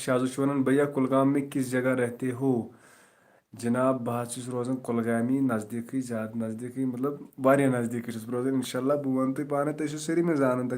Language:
Kashmiri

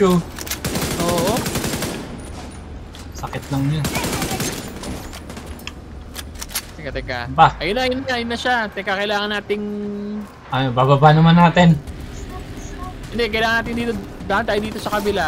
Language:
Filipino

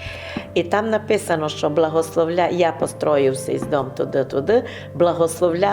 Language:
Rusyn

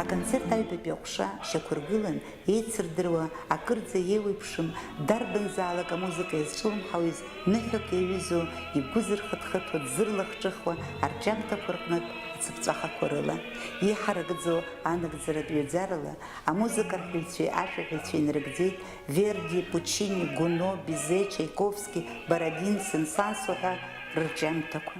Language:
Abkhazian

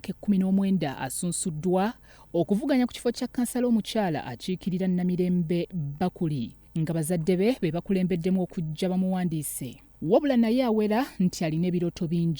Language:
Ganda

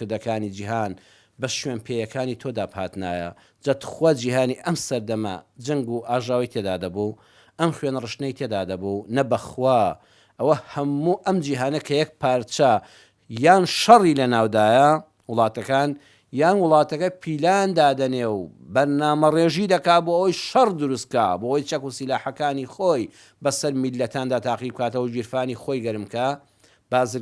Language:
Central Kurdish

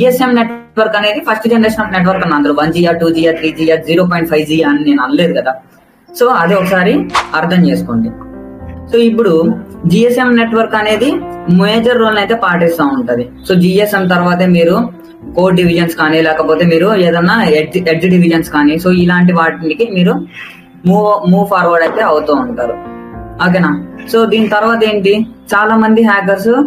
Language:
Telugu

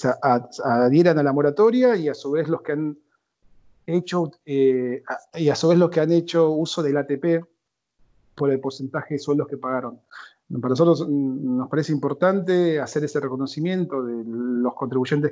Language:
Spanish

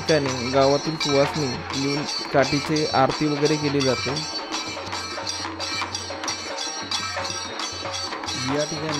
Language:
Marathi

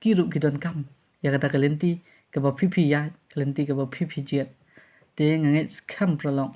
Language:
Khasi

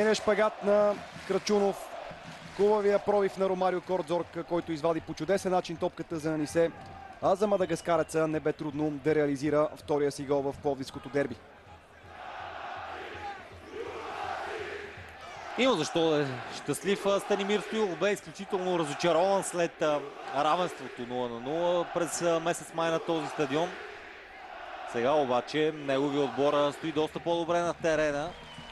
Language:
Bulgarian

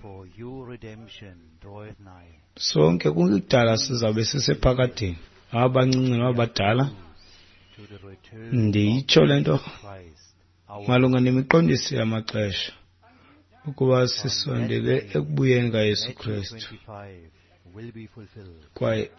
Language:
Xhosa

